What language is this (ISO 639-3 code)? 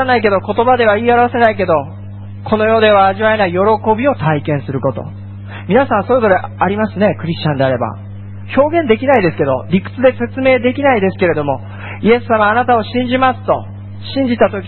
jpn